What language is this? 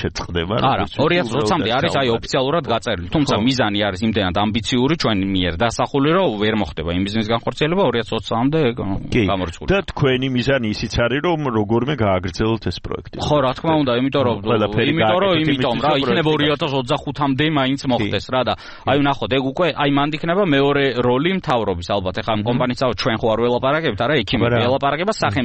Georgian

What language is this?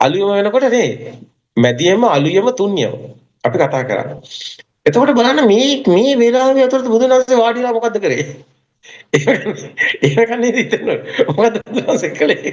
Sinhala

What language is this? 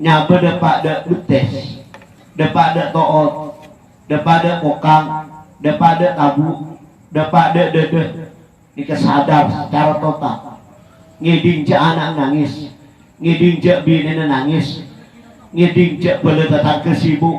Madurese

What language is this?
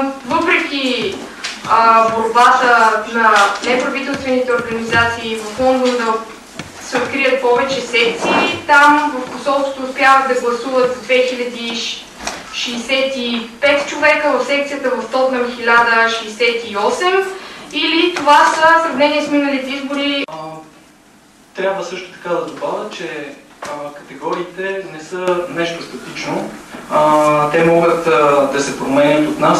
Bulgarian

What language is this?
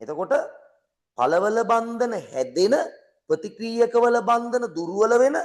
Sinhala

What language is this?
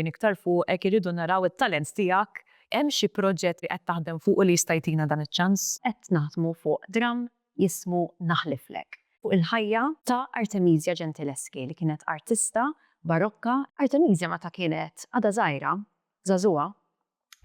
Maltese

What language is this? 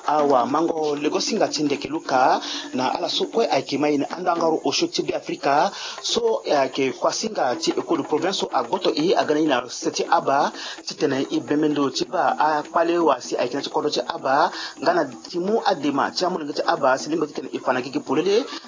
Sango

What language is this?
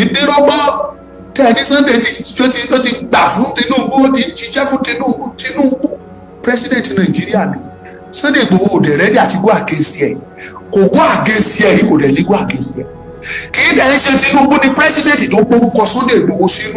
Yoruba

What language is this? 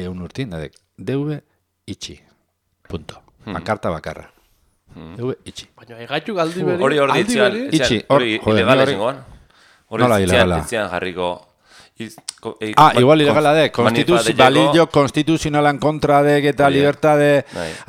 Basque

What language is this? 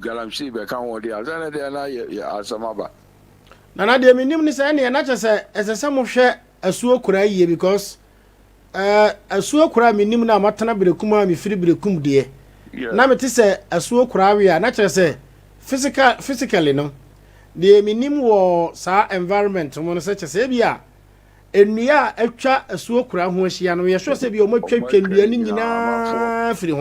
Akan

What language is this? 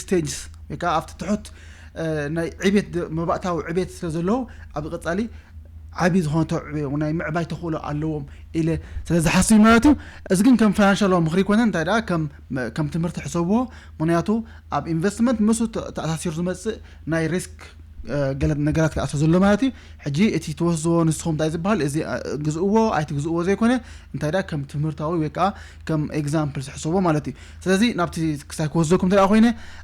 Tigrinya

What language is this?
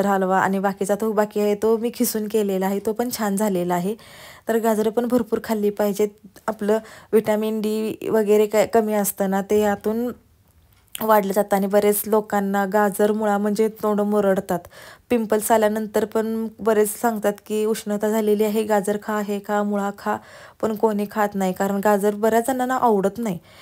Marathi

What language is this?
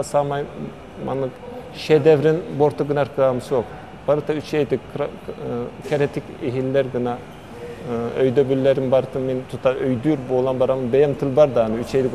Yakut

